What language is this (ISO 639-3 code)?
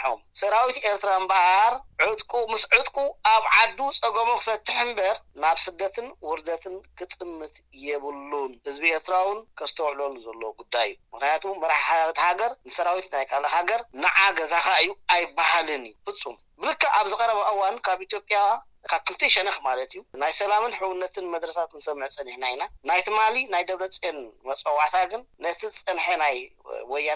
tir